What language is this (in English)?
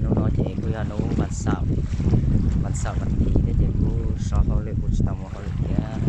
Hmong